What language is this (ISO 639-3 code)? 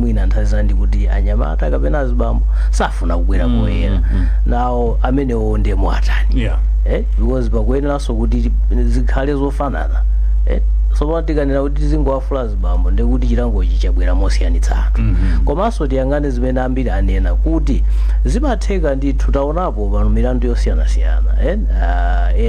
nya